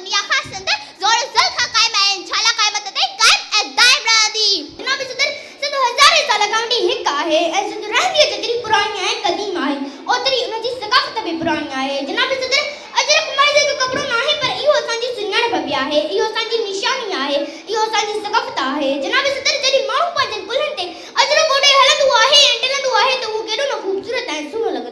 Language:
Sindhi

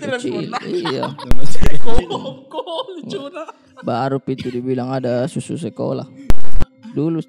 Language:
Makassar Malay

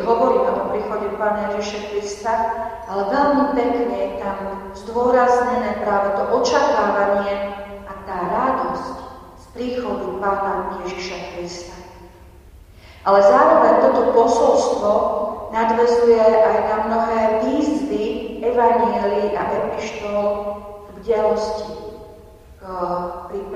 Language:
Slovak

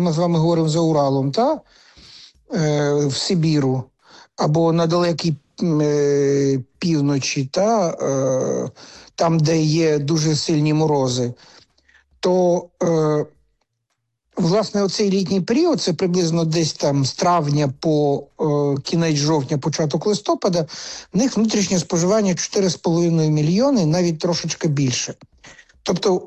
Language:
Ukrainian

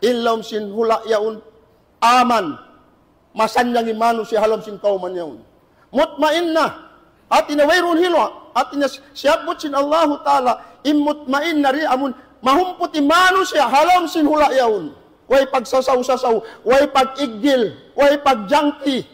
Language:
Tausug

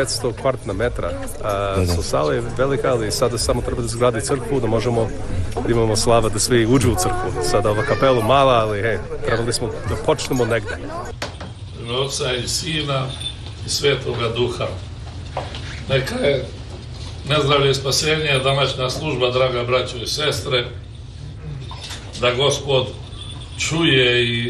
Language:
Serbian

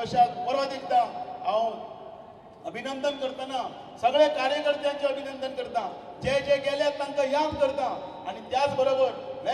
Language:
Konkani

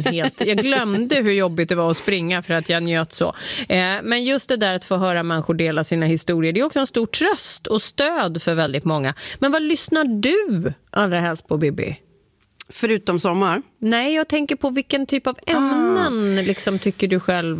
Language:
Swedish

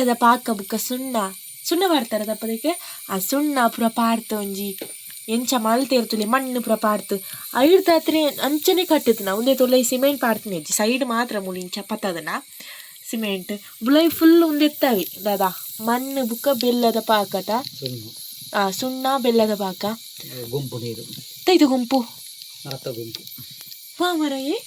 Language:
Tulu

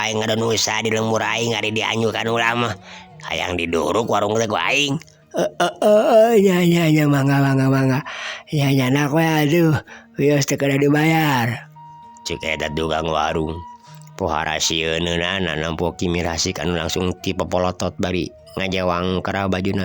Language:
Sundanese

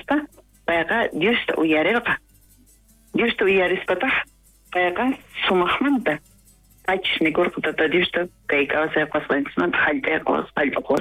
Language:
South Bolivian Quechua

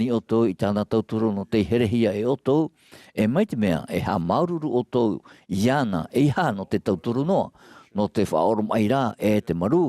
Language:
Tahitian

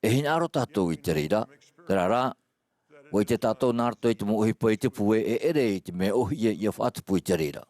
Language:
Tahitian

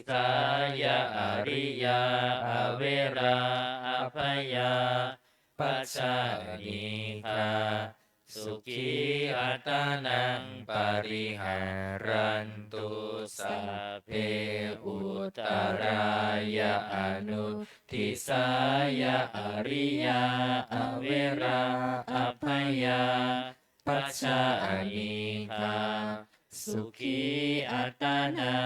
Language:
Pali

